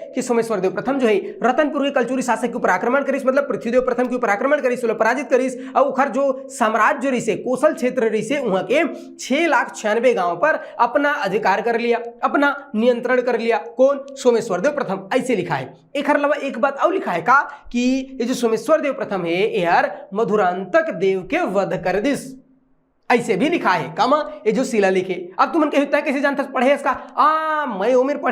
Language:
Chhattisgarhi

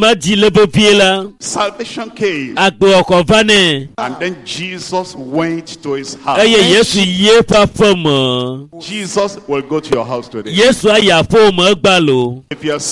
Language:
Ewe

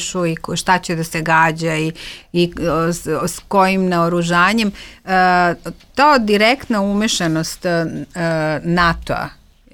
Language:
Serbian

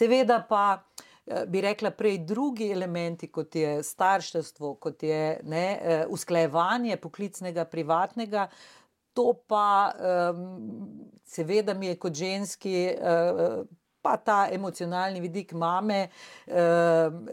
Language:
Slovenian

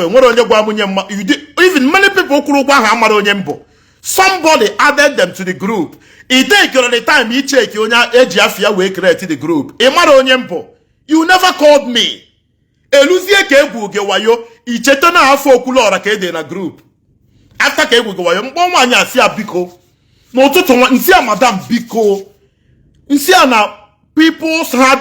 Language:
Igbo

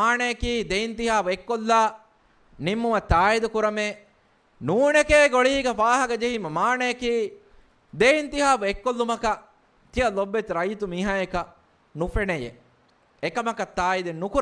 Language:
Divehi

